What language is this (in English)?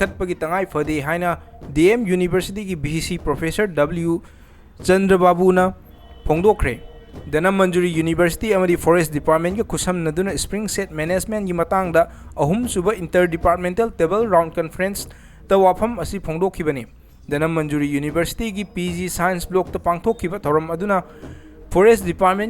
Manipuri